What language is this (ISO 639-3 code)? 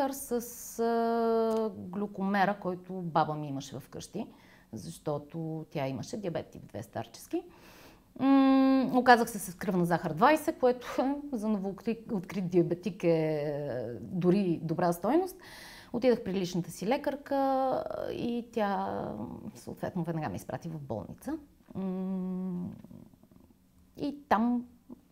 bul